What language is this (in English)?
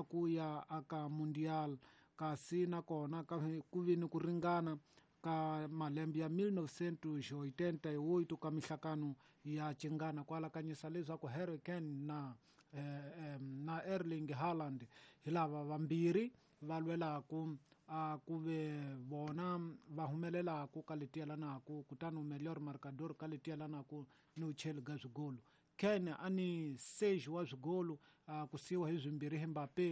Tsonga